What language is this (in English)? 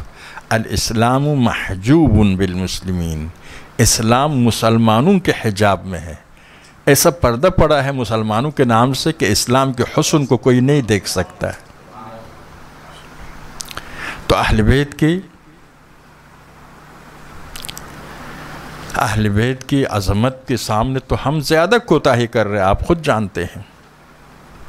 Urdu